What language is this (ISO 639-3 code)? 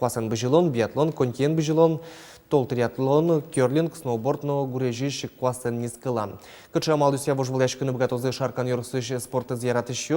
udm